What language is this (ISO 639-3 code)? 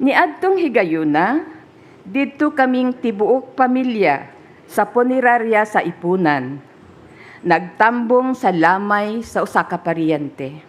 ceb